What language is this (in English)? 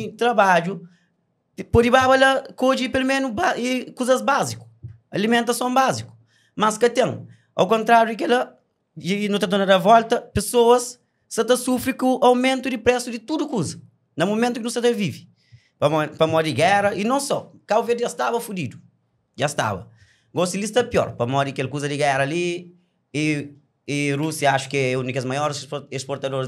Kabuverdianu